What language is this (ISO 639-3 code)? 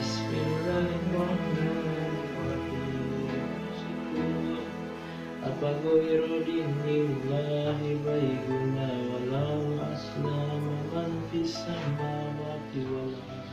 sun